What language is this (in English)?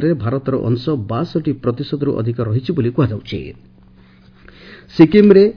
Odia